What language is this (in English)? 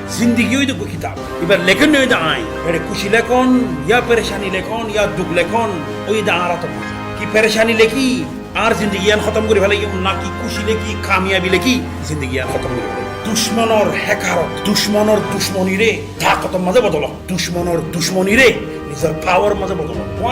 Rohingya